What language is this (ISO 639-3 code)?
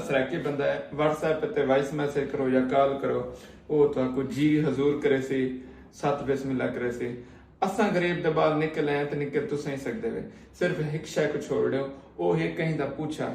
skr